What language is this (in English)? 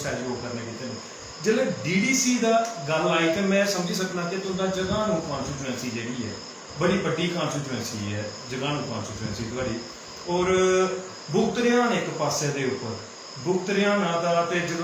Dogri